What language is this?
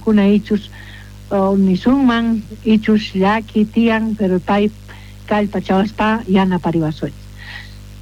South Bolivian Quechua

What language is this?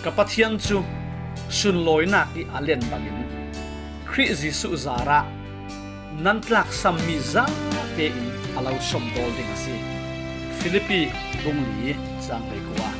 Falam Chin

